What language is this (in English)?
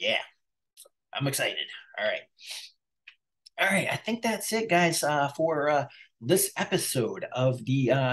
English